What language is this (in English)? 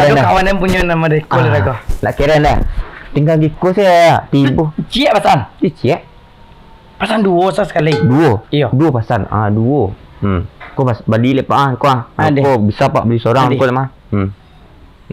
Minangkabau